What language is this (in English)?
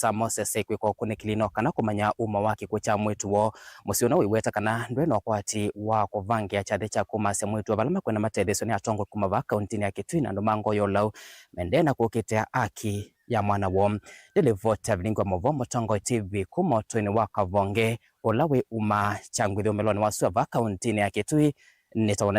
Kamba